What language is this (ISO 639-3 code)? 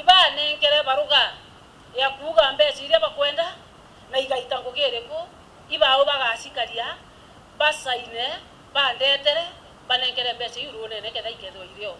mer